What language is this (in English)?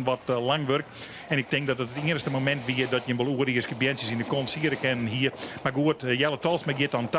Western Frisian